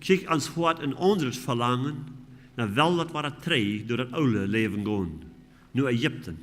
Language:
Plautdietsch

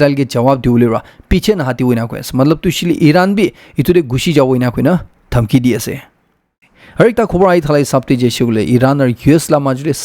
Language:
Naga Pidgin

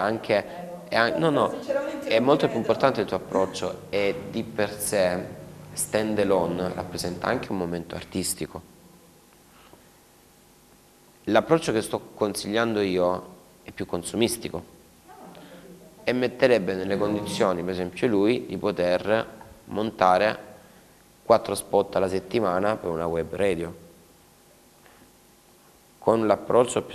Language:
Italian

